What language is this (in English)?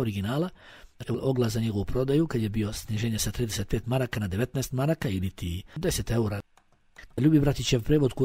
Bosnian